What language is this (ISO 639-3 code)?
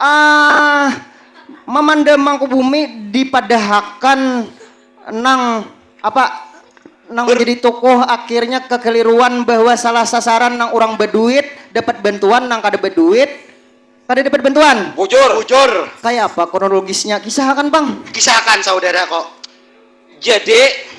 bjn